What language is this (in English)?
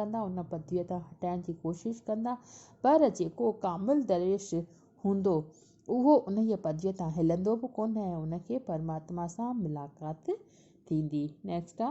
Sindhi